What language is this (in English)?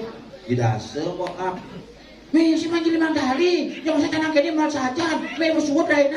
Balinese